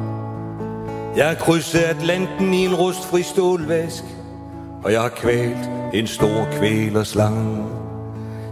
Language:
Danish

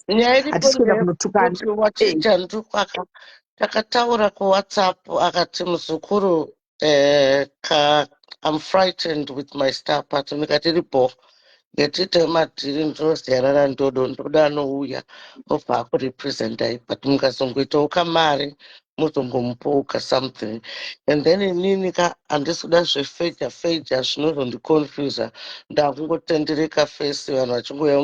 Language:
Shona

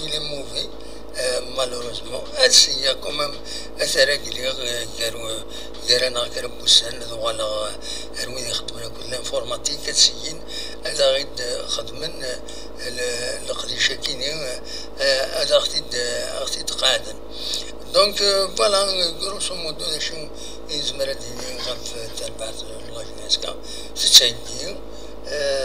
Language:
Kabyle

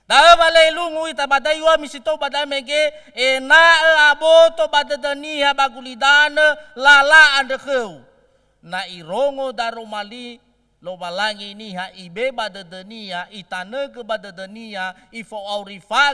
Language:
Nias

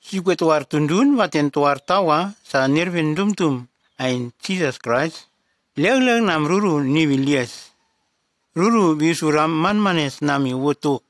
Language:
Nume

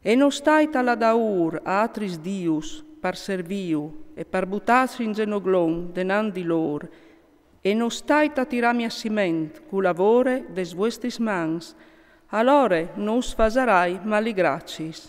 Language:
Friulian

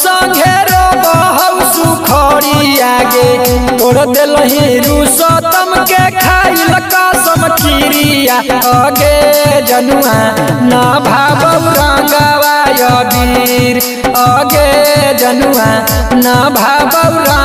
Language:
Magahi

